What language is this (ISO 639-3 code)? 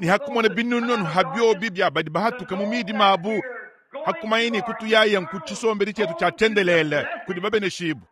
lua